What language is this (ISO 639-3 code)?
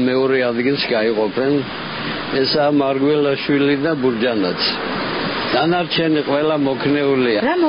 kat